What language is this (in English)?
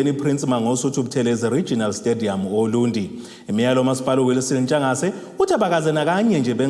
Zulu